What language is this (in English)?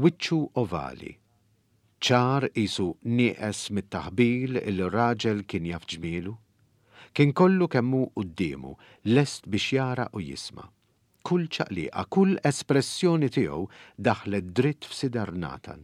Maltese